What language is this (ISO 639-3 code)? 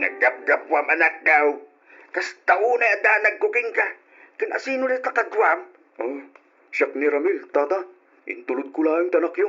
ilo